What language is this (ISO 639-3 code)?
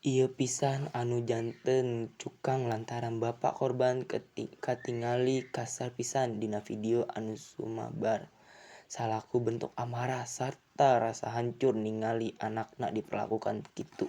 sun